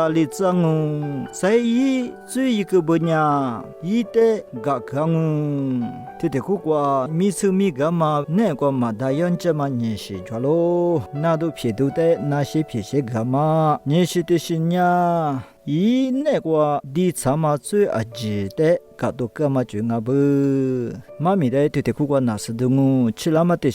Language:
Lisu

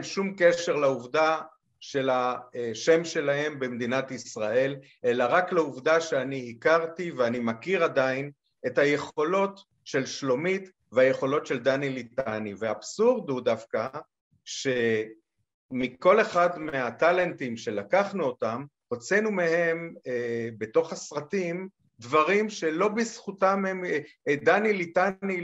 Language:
Hebrew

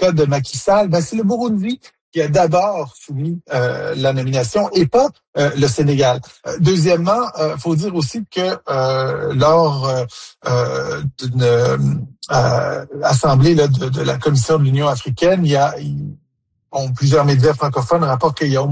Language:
French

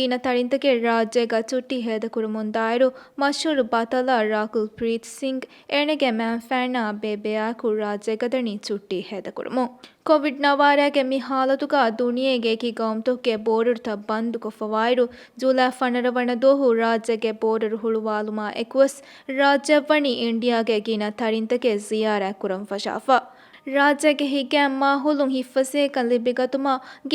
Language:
Divehi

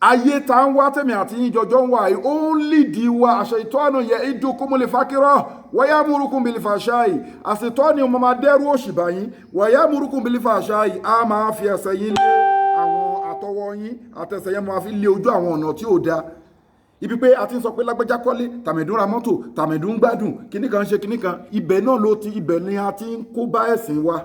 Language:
Yoruba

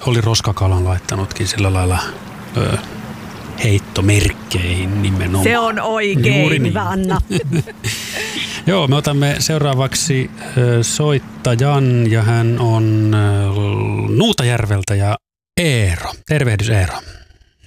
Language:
Finnish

